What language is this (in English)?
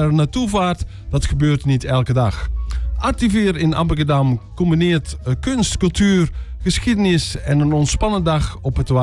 Dutch